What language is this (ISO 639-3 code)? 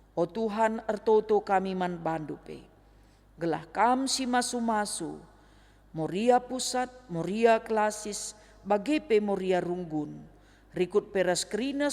btx